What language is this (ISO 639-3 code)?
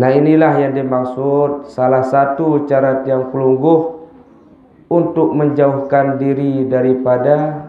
sas